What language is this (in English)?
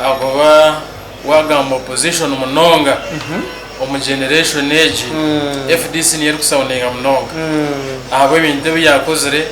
Nyankole